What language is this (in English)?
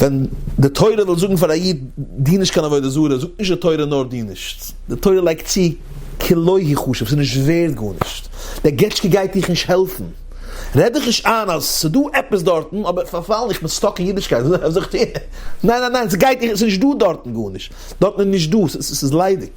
Yiddish